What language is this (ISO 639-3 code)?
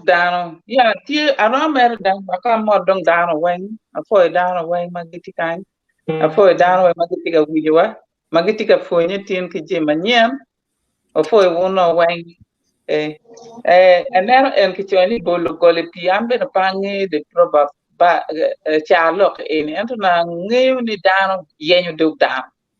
ach